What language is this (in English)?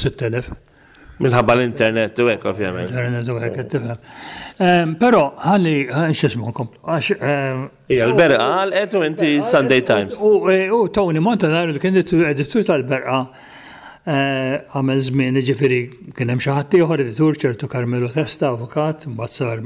Maltese